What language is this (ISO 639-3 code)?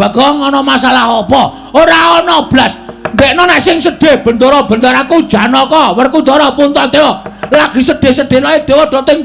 jav